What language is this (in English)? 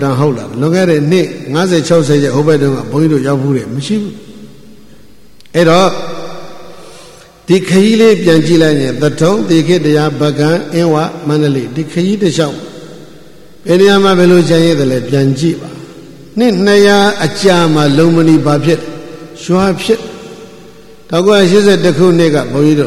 Burmese